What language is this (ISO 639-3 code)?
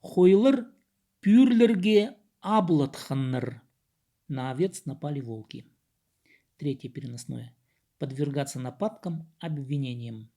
kjh